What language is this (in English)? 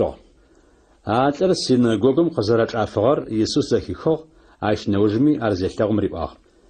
Adyghe